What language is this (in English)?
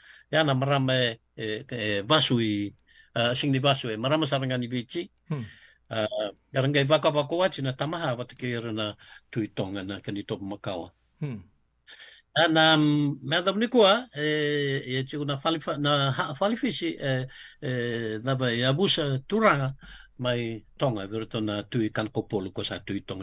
Fijian